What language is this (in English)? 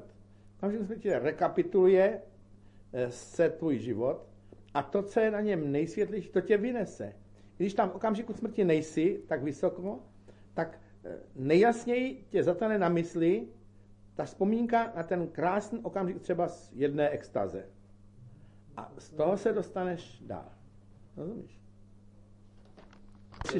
Czech